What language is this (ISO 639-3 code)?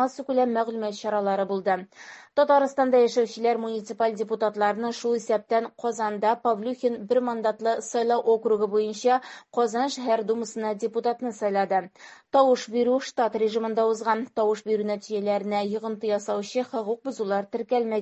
tat